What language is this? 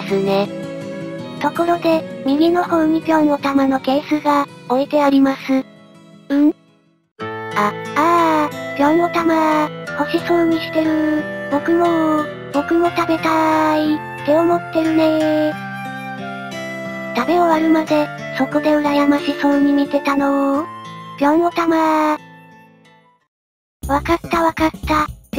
Japanese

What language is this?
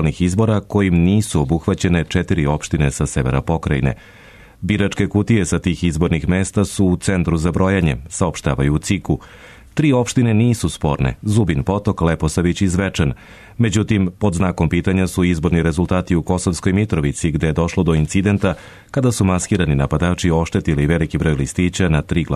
Serbian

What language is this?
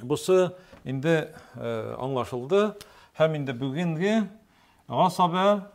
Tatar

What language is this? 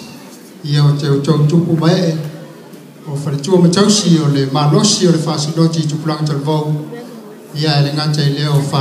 Samoan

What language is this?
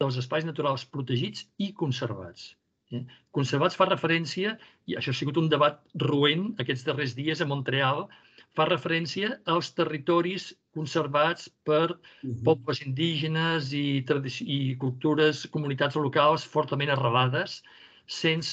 Catalan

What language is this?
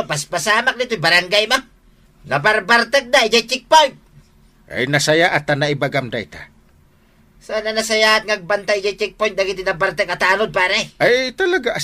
Iloko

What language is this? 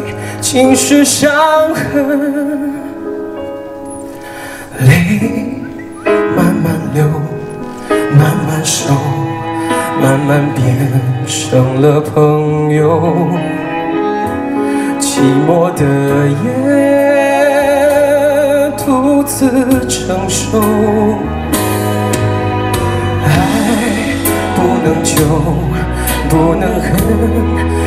Chinese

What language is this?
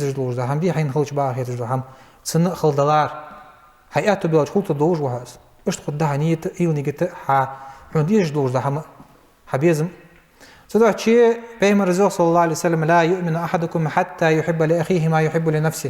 Ingush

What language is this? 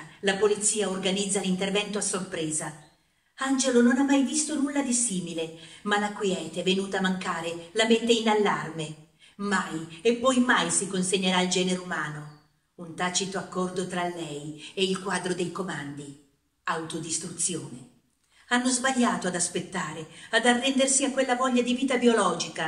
Italian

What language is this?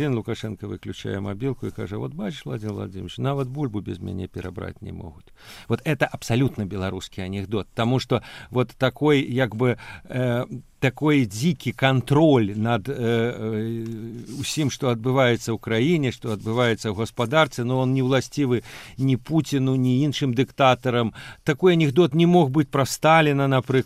Belarusian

